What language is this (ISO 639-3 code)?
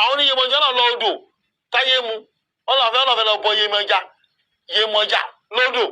yor